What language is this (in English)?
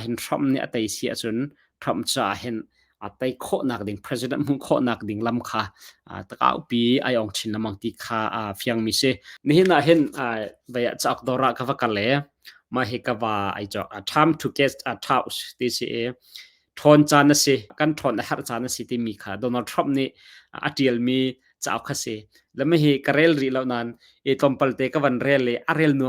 Hakha Chin